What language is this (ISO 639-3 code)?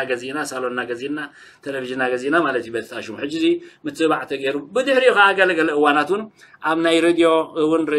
tir